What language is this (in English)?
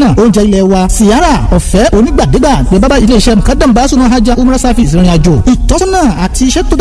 Yoruba